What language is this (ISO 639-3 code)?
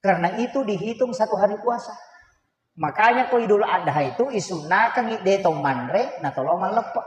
bug